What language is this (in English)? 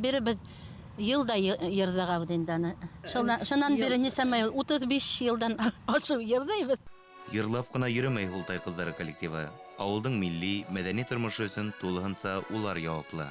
Bashkir